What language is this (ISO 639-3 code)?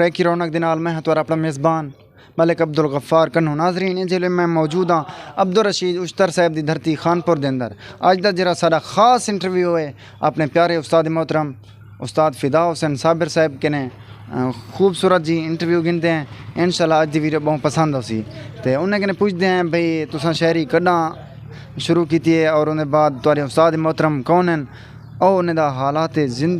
skr